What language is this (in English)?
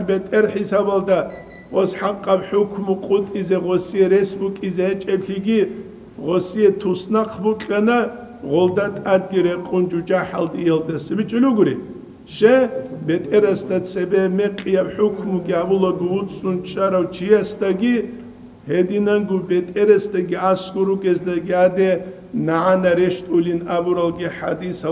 Avaric